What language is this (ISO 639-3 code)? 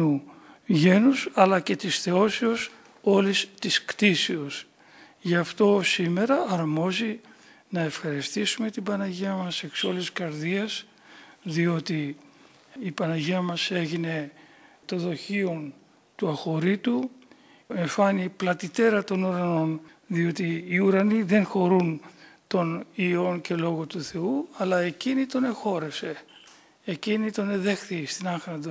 ell